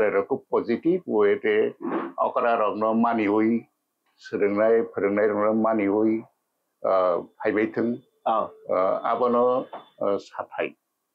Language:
Kok Borok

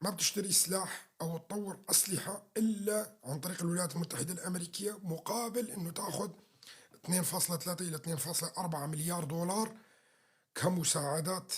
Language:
North Levantine Arabic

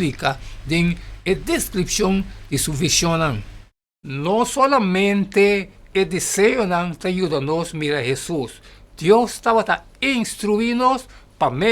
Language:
Papiamento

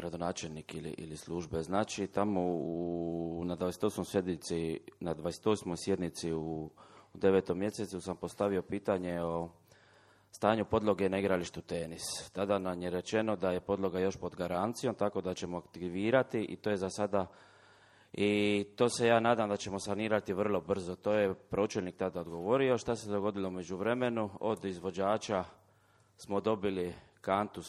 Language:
Croatian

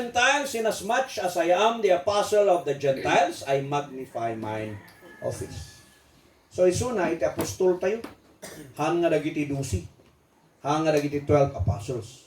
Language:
Iloko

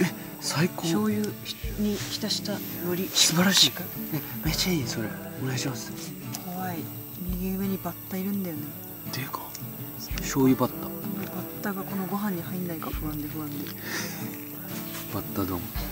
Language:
Japanese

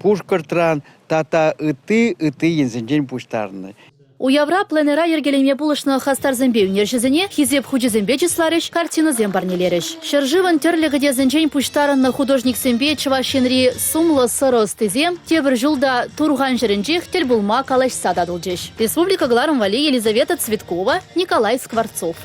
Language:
Chuvash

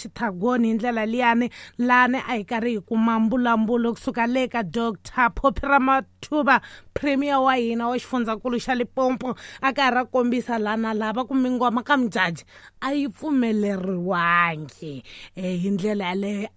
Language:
Tsonga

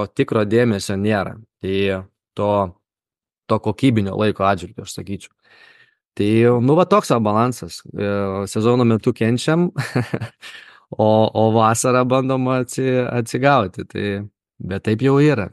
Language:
Lithuanian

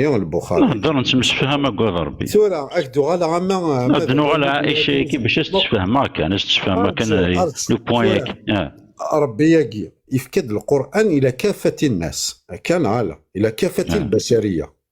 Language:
Kabyle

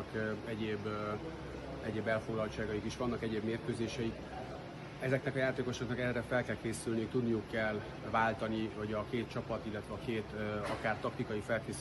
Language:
Hungarian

